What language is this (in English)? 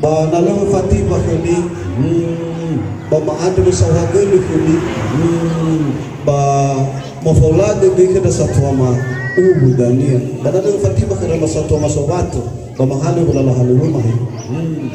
Nias